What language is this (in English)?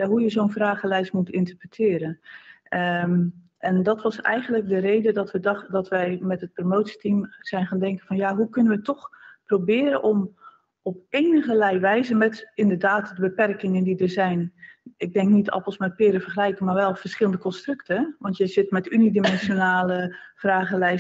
Dutch